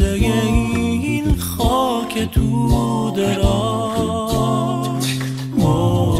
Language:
Persian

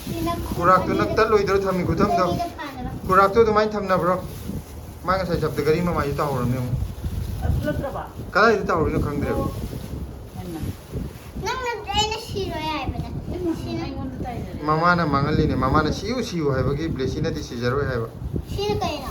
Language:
Manipuri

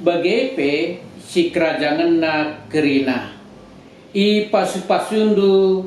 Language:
Batak Karo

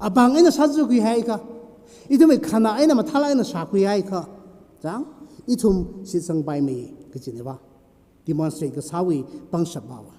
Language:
Tangkhul Naga (India)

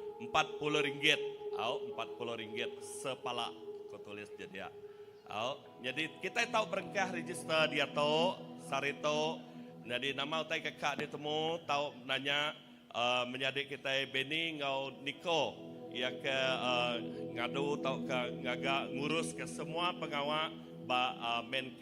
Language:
Iban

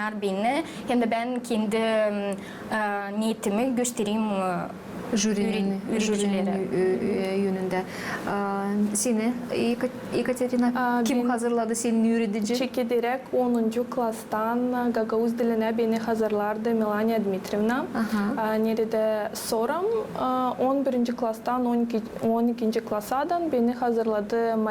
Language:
Gagauz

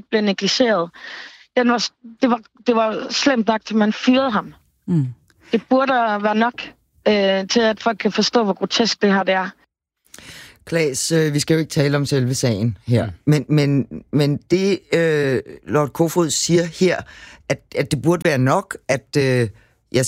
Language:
Danish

